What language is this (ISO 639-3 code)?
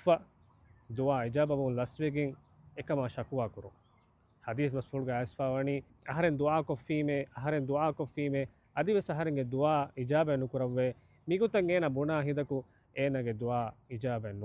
div